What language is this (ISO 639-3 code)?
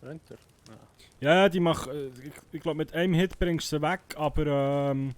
gsw